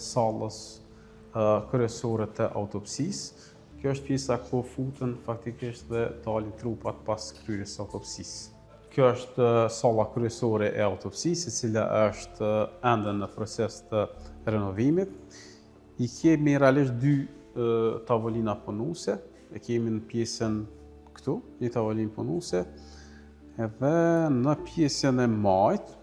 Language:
Albanian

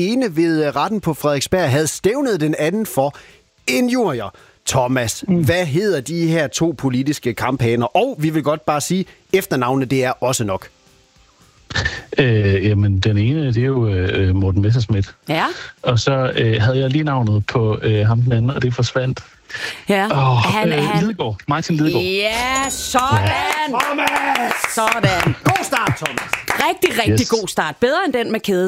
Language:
Danish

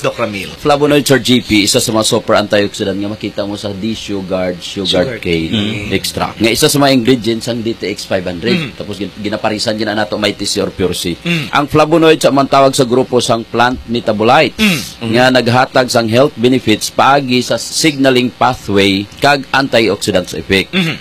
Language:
Hiligaynon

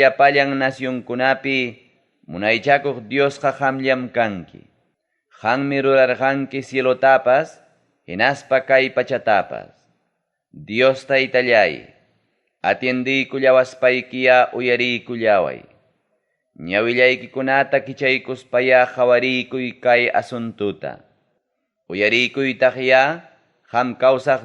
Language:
Ayacucho Quechua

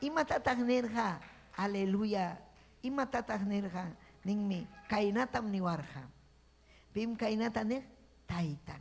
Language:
Ayacucho Quechua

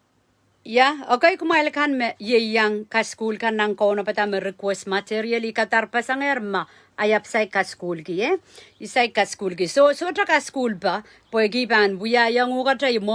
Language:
Pohnpeian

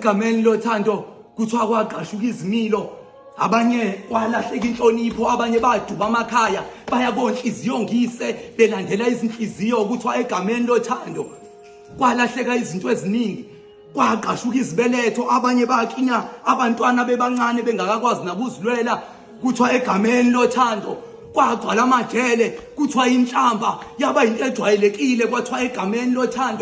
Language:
Zulu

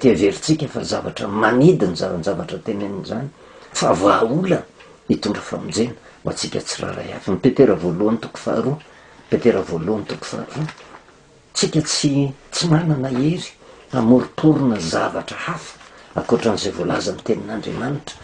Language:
Malagasy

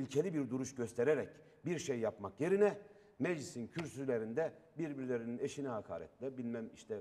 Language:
Turkish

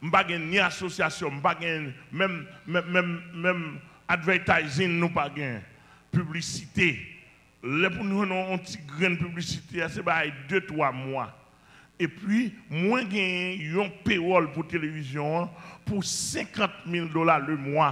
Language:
Haitian Creole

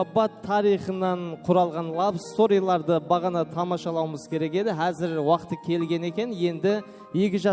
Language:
Kara-Kalpak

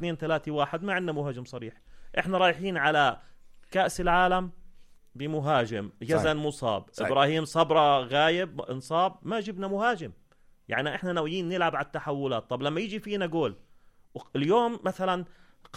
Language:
North Levantine Arabic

